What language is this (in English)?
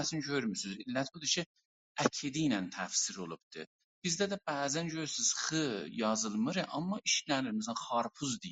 South Azerbaijani